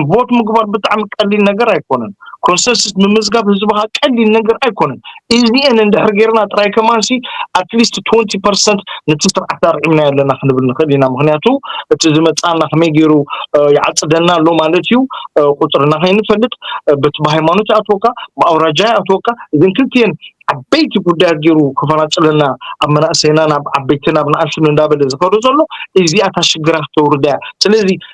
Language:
Tigrinya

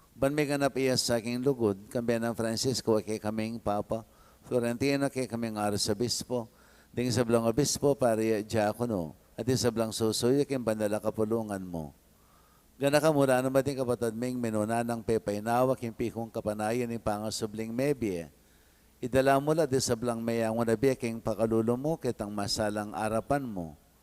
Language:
Pampanga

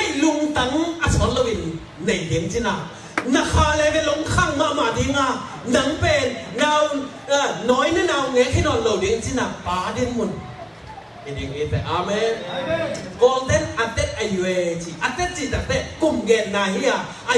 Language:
Tedim Chin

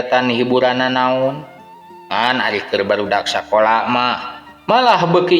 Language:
Sundanese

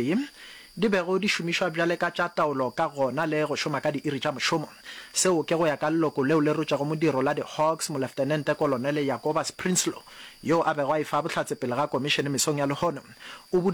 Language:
Northern Sotho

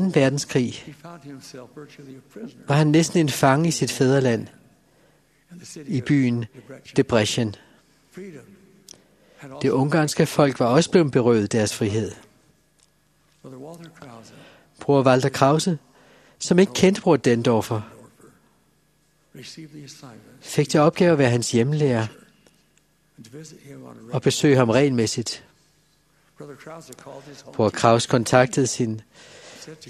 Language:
Danish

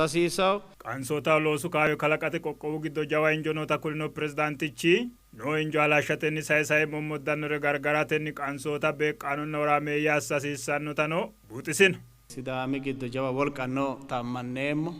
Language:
Sidamo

